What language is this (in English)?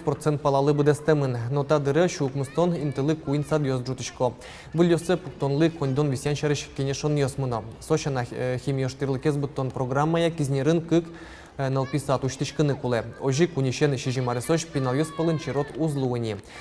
Udmurt